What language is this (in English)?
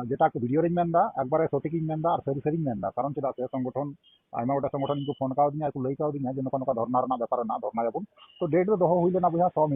Santali